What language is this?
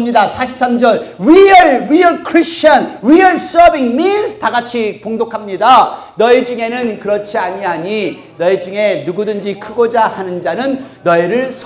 Korean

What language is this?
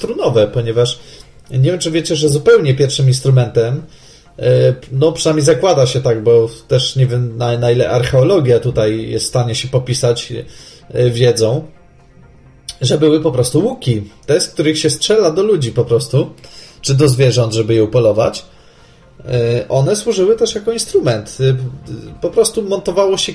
Polish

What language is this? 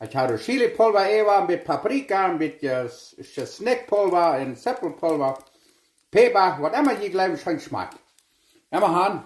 Plautdietsch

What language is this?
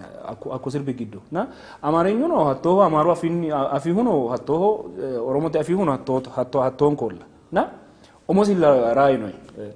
Sidamo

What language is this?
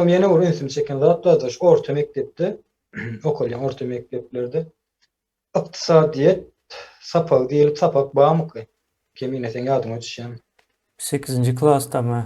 Turkmen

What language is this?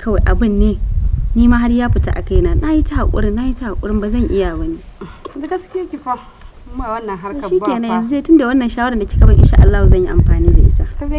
Hausa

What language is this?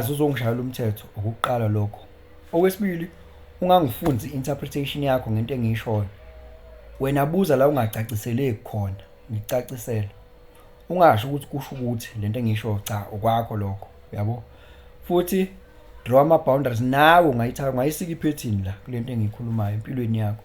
Zulu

